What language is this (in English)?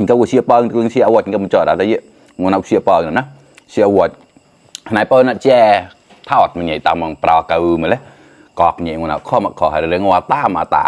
Mon